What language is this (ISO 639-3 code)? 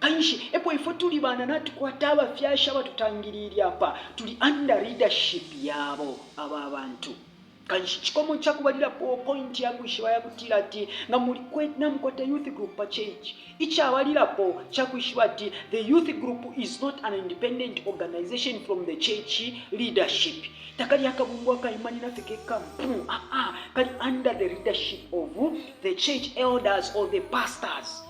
bem